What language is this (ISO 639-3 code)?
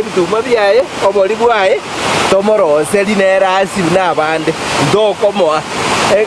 guz